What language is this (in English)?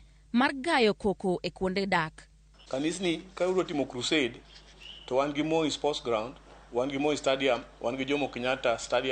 Luo (Kenya and Tanzania)